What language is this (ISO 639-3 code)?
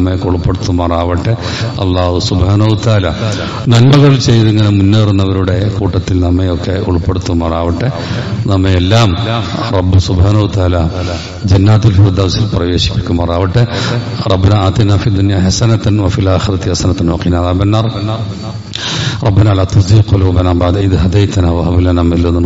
mal